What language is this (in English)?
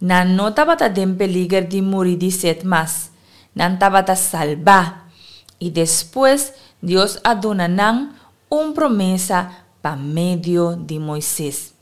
Papiamento